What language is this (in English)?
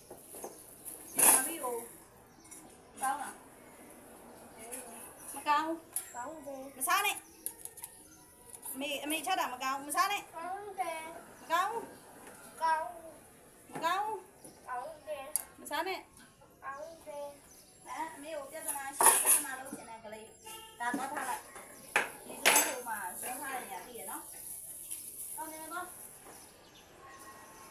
Burmese